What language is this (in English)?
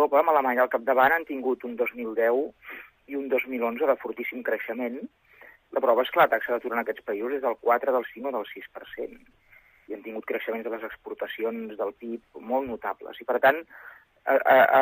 Catalan